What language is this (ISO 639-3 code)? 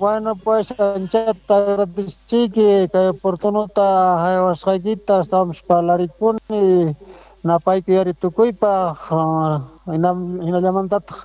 quh